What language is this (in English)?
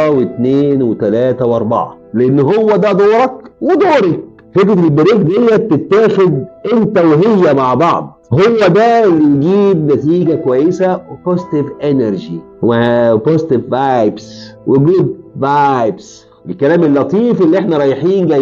Egyptian Arabic